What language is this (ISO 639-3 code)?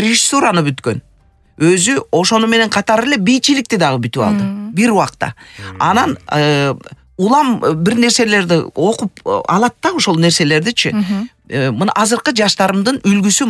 kir